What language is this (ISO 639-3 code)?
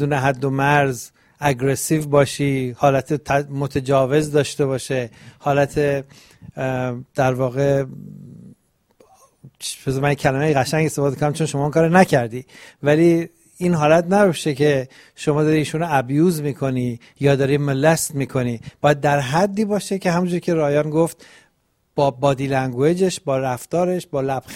fas